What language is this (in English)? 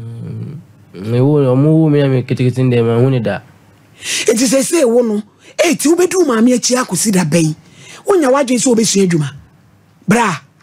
Akan